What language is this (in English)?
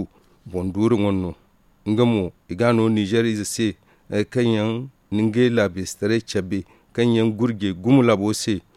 Zarma